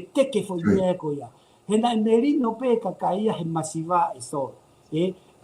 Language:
Tongan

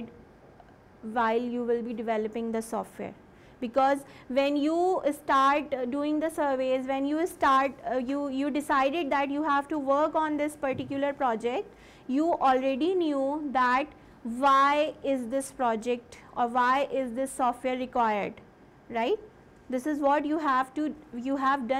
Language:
English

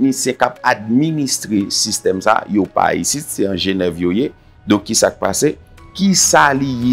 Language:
Haitian Creole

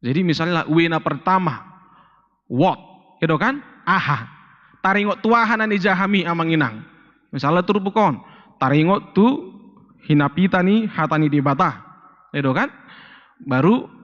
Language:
Batak Toba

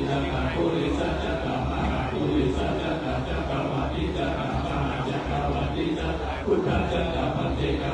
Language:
Pali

